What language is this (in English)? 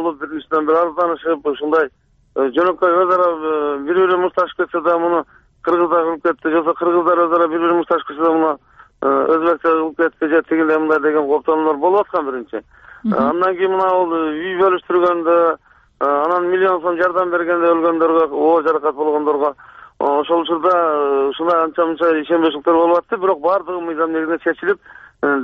Kyrgyz